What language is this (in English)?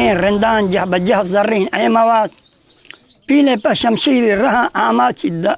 Eastern Balochi